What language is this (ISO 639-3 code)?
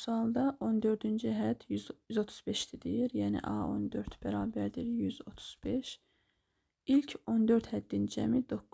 aze